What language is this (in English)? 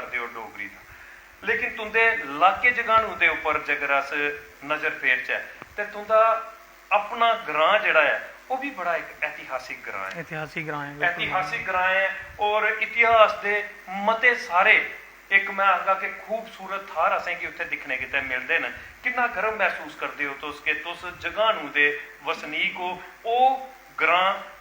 Dogri